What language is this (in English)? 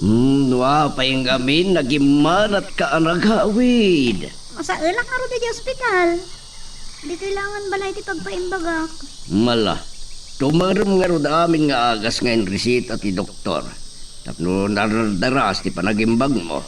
Iloko